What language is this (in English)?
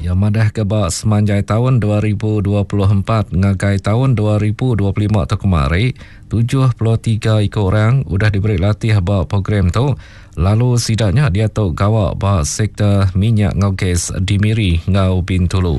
Iban